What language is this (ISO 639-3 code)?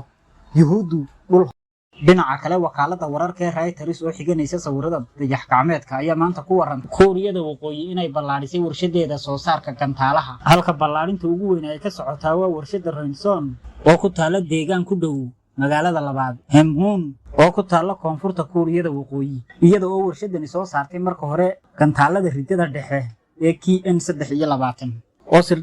som